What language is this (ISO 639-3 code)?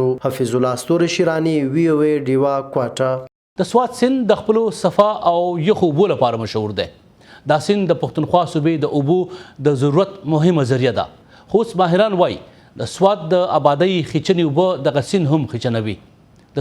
pus